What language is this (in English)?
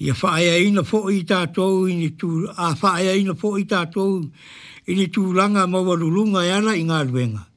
Samoan